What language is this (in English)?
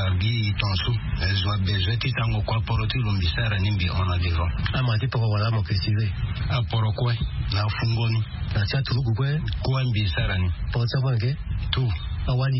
Sango